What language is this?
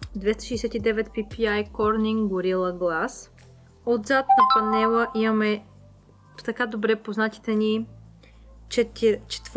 Bulgarian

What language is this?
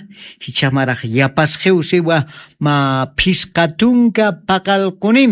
Aymara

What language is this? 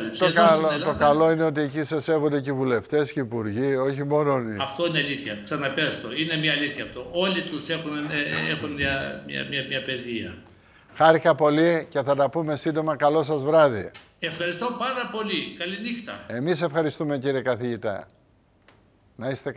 Greek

